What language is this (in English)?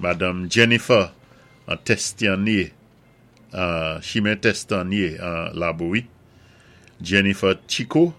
Saint Lucian Creole French